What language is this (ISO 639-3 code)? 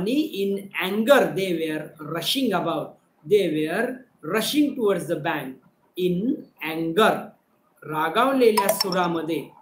mar